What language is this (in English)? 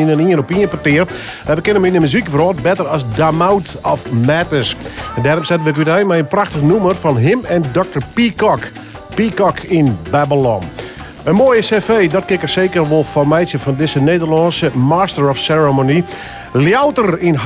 Western Frisian